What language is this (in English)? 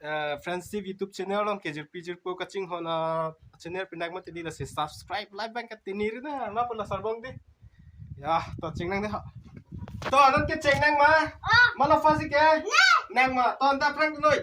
Karbi